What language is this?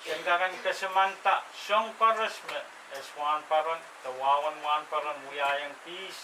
Pohnpeian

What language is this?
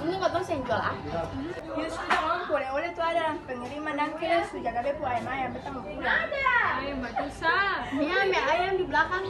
Ambonese Malay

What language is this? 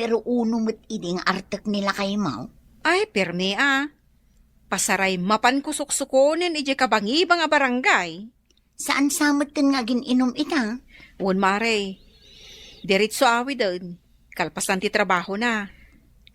Iloko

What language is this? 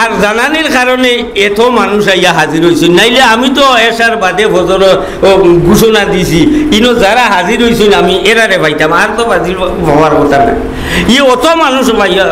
Sylheti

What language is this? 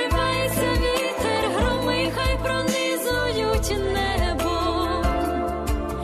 Ukrainian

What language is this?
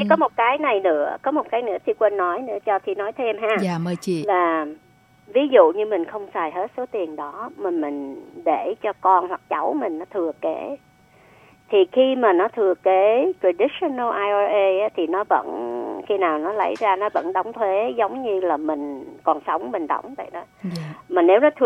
Vietnamese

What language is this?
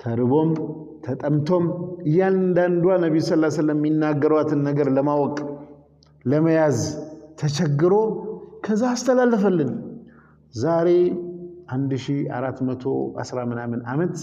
Amharic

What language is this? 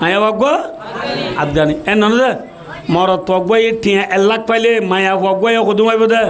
Rohingya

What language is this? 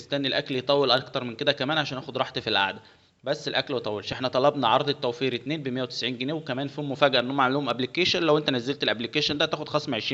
Egyptian Arabic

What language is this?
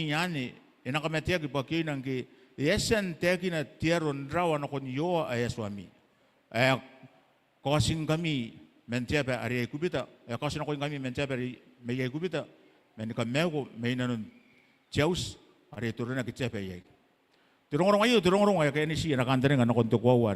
Gilbertese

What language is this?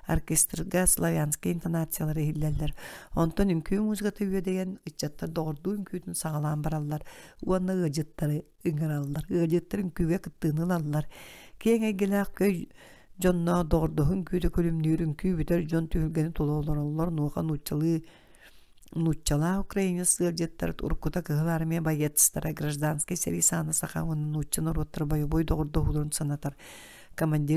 Yakut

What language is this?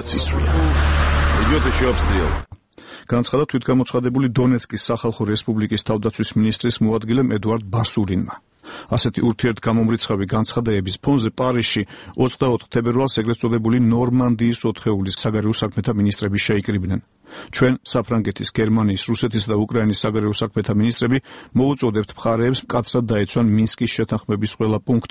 Georgian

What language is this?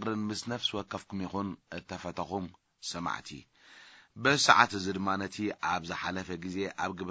Tigrinya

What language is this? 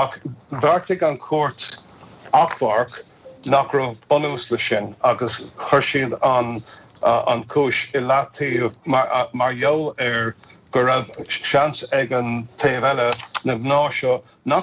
Irish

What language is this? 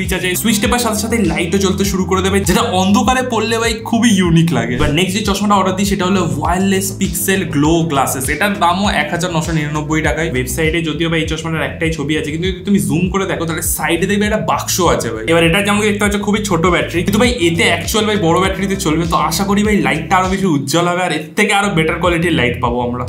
Bangla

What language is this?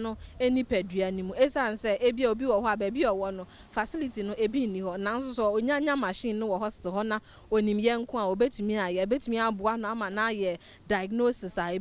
Akan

